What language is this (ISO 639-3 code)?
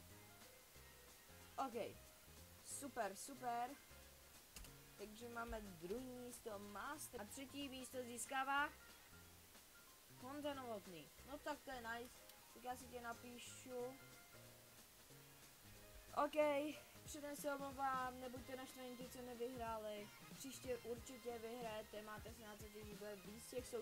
ces